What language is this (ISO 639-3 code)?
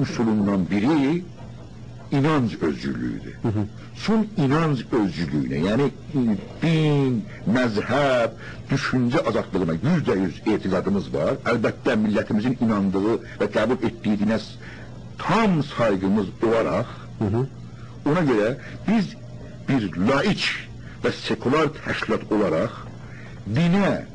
azb